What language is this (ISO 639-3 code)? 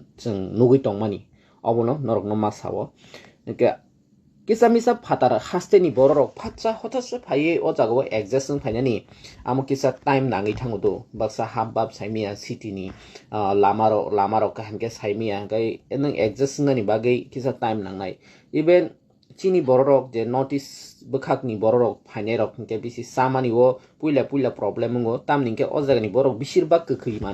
trp